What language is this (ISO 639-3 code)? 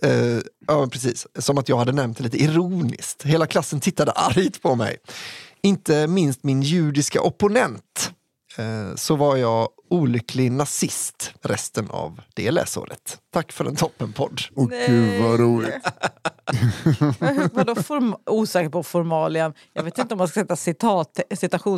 swe